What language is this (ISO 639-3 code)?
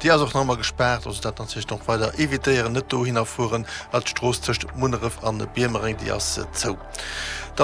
ltz